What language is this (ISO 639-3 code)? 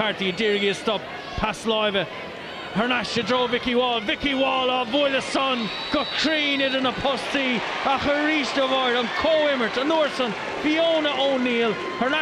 gle